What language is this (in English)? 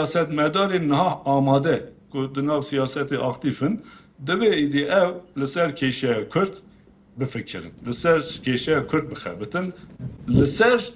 Kurdish